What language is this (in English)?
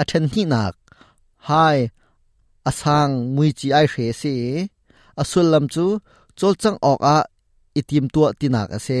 Hakha Chin